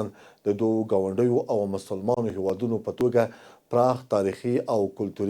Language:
Pashto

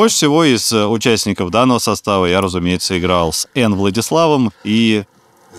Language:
Russian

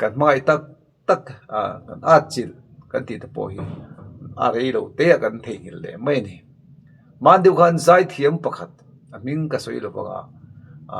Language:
Mizo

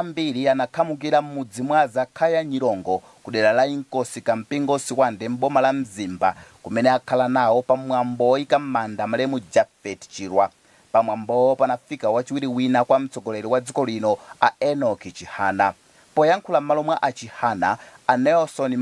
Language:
Nyanja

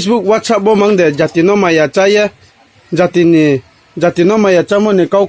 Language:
Riang (India)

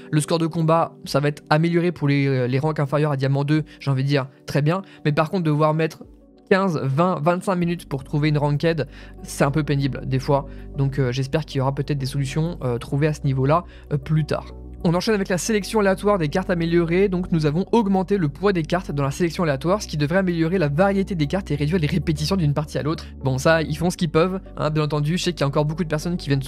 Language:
French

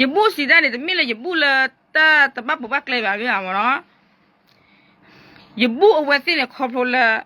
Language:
S'gaw Karen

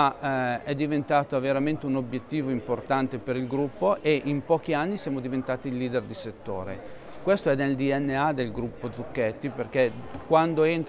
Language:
Italian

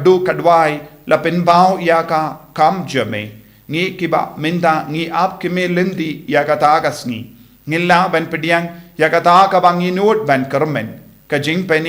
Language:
Khasi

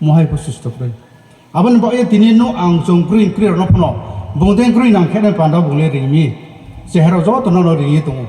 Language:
Riang (India)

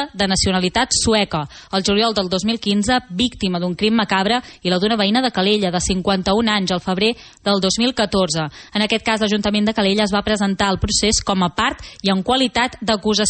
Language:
Catalan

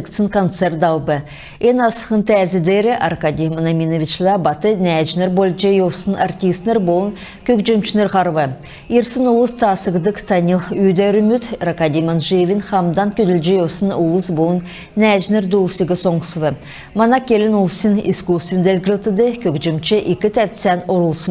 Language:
Kalmyk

